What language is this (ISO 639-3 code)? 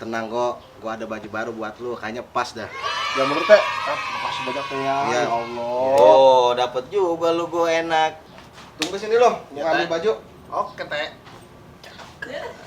bew